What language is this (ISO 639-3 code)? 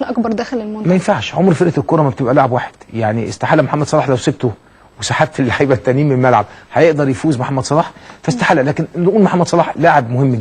arz